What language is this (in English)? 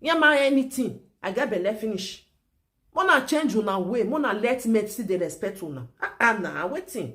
Nigerian Pidgin